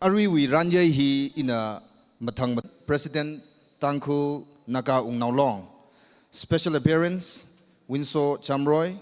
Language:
Tangkhul Naga (India)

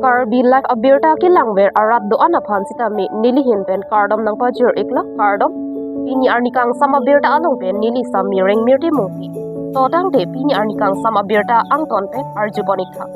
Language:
Karbi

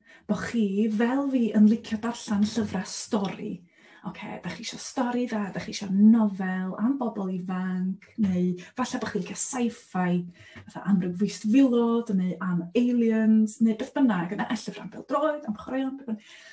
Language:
Welsh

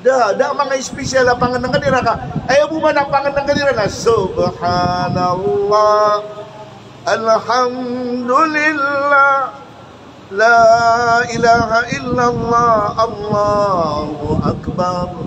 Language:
Maranao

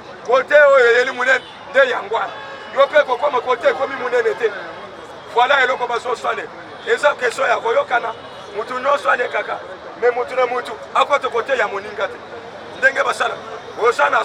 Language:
Lingala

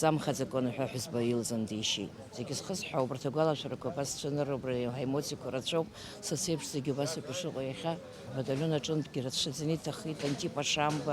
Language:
Abkhazian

